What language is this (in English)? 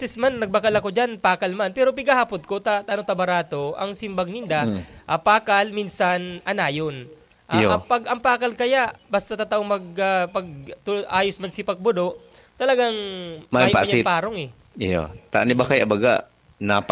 Bikol